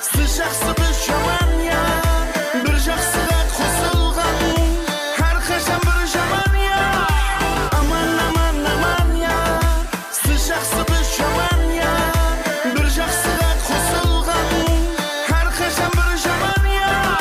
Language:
Kara-Kalpak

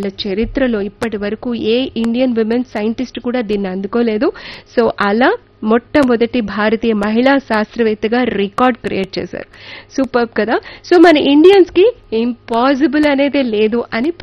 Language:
Telugu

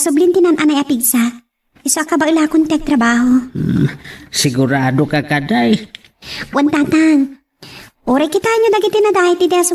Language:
Iloko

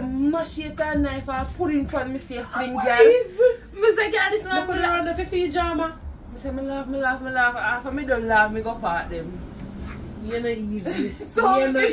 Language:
Jamaican Creole English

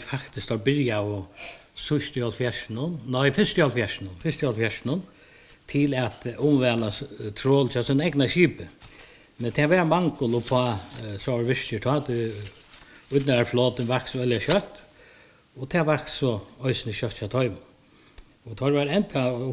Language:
Faroese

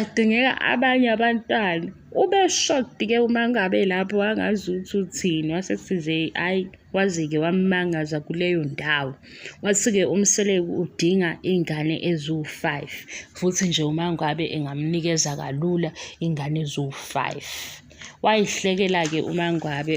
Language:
Zulu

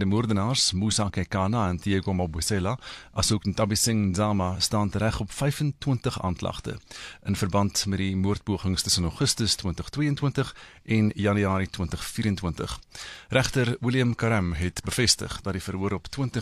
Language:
Afrikaans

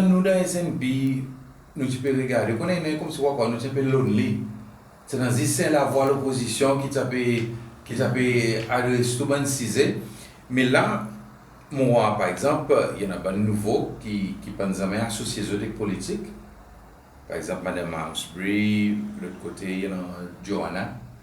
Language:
Seselwa Creole French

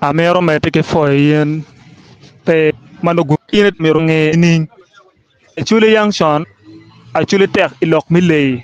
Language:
Acoli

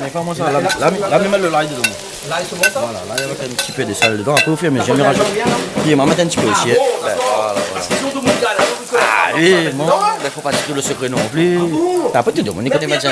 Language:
Réunion Creole French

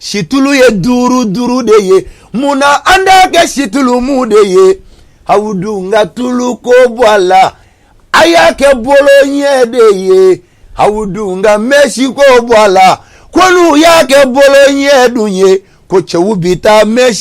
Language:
Bambara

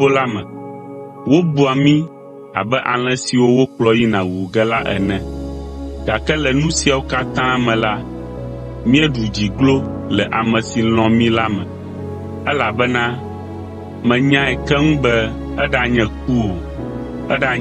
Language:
Ewe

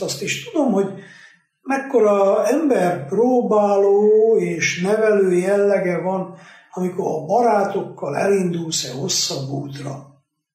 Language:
Hungarian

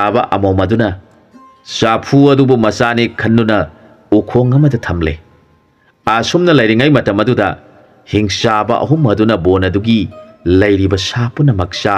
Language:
Manipuri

